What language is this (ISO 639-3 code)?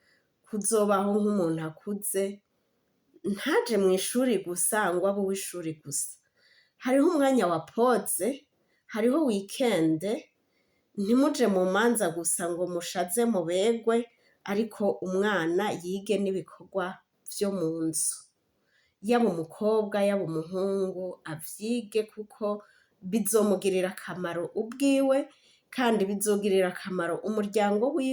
run